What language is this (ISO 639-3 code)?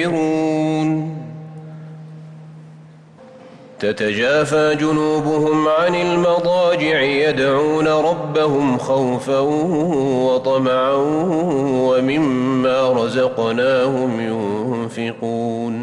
ara